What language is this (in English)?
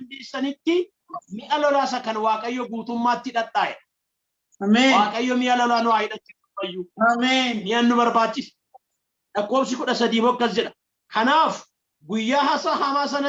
Oromo